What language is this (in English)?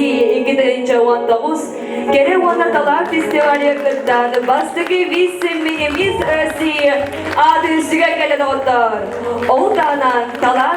Yakut